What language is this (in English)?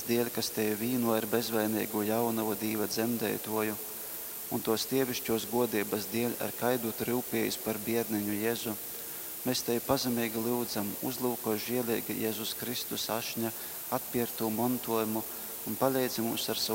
Latgalian